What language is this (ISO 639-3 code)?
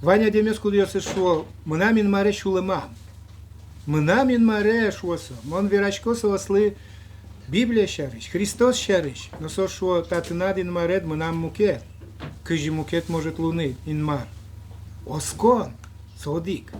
udm